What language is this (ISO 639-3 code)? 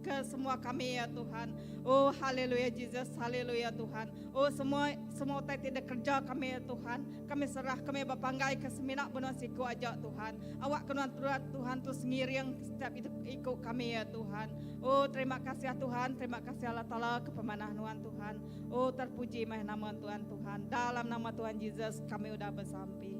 iba